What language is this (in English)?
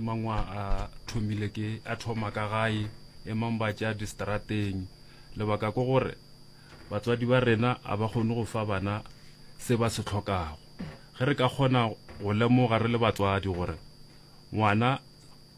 Northern Sotho